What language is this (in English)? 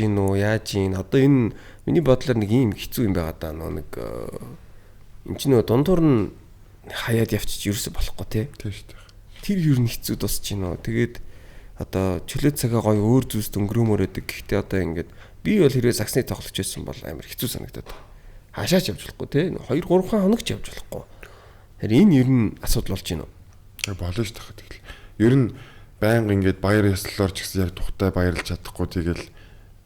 Mongolian